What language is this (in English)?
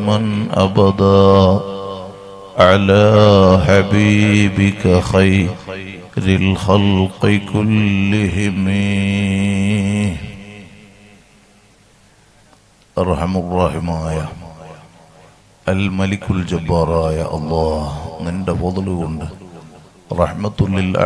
Malayalam